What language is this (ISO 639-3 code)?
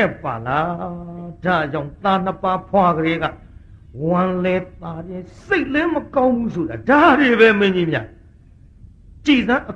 mya